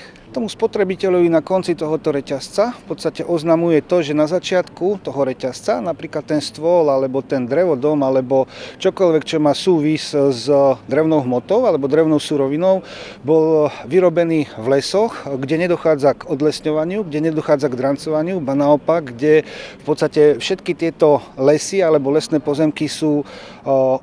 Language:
Slovak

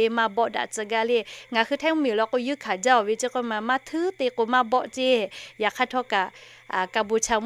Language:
Lahu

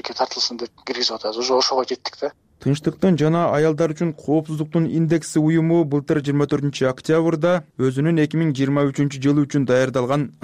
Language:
Kyrgyz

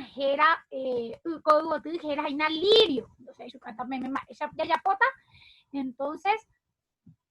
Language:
Guarani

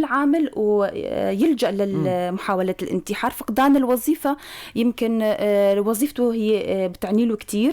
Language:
North Levantine Arabic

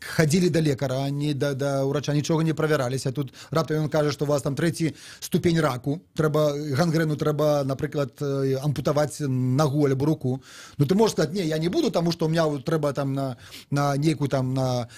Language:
Belarusian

